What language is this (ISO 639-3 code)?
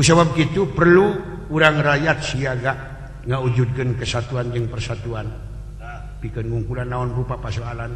sun